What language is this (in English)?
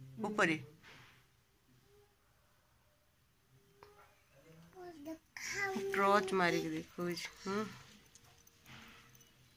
Odia